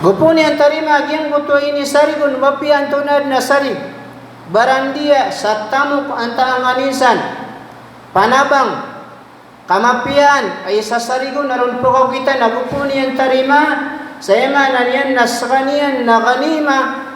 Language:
Maranao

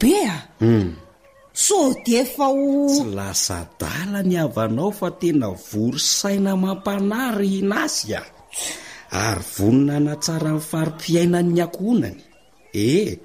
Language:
Malagasy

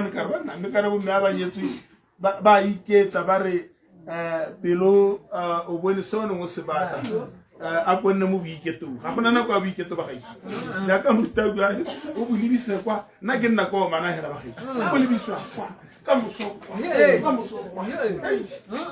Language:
Tswana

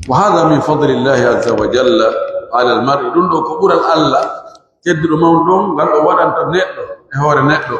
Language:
Pular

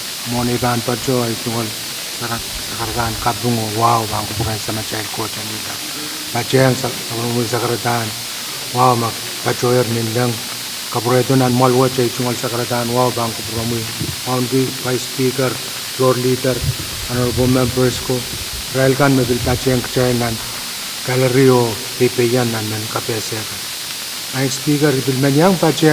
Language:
Pohnpeian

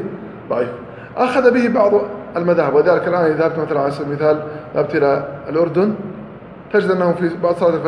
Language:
Arabic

